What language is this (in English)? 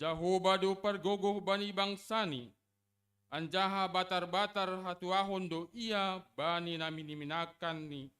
Batak Simalungun